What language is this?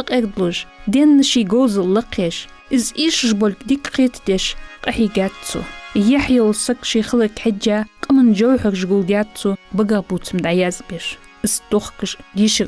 Ingush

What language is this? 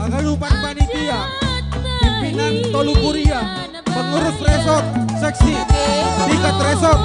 Batak Simalungun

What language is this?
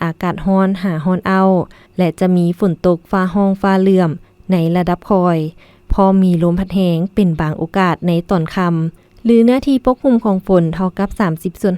Lao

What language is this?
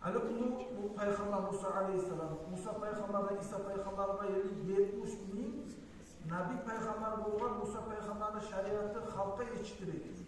Kumyk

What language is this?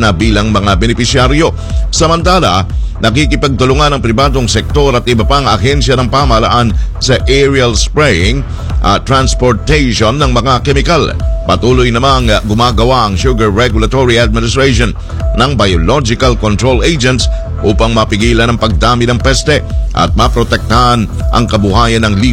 Filipino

